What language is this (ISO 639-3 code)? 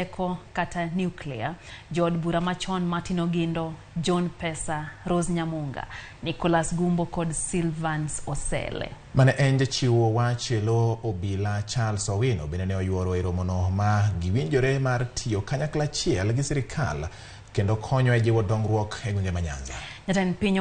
luo